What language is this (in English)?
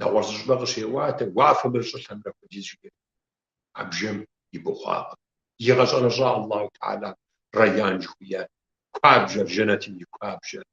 Kabardian